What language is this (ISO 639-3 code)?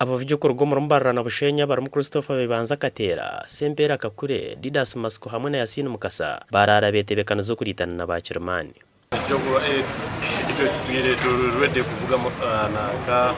nyn